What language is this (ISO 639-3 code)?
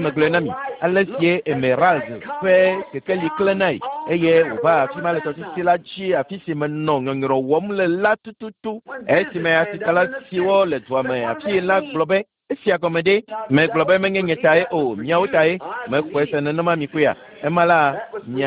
ewe